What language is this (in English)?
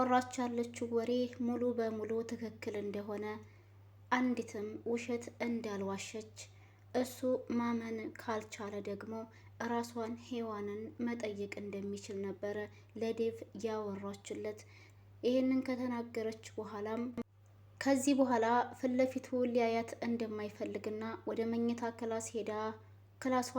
Amharic